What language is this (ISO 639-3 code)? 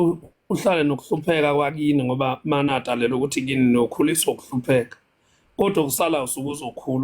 zul